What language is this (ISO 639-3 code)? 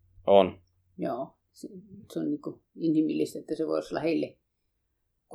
fin